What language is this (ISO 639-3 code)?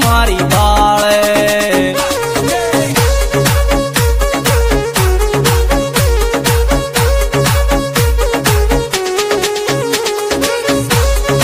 hin